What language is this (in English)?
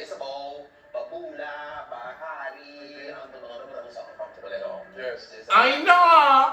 Papiamento